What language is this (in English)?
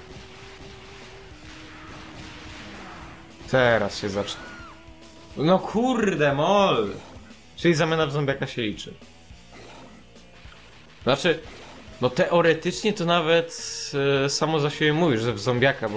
Polish